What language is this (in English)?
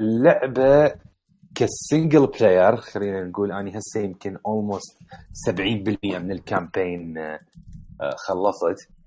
Mesopotamian Arabic